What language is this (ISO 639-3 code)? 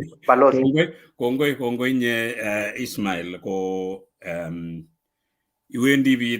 kln